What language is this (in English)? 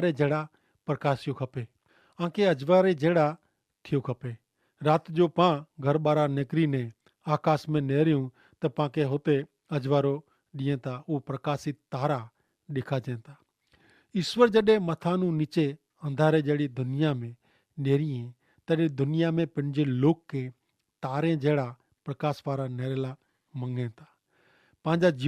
Kachhi